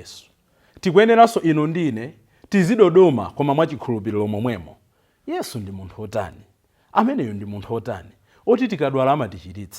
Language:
Nyanja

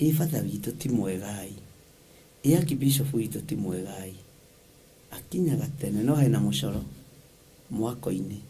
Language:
Kikuyu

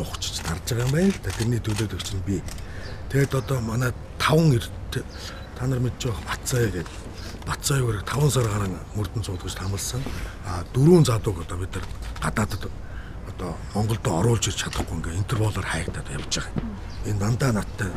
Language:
Mongolian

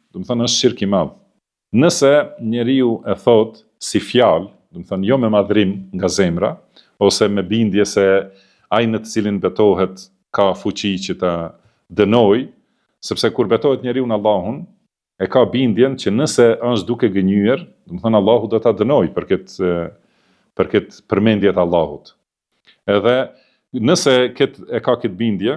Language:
Albanian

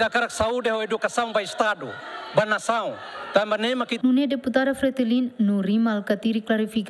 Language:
Tetum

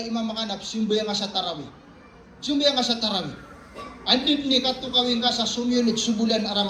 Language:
Maranao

